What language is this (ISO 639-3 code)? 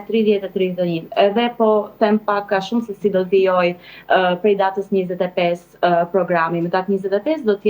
sqi